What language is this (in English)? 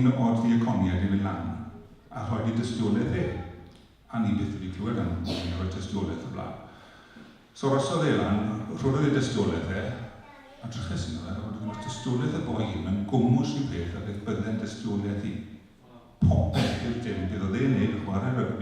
Welsh